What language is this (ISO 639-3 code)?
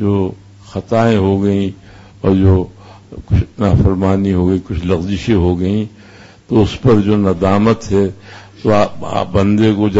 urd